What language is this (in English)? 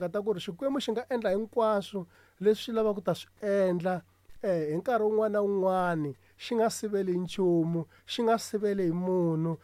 Tsonga